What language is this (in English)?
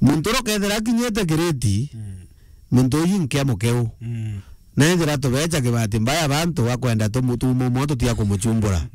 Meru